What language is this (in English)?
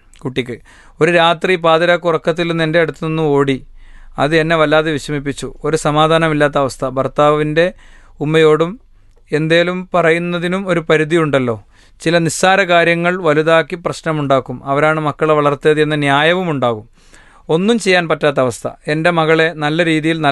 Malayalam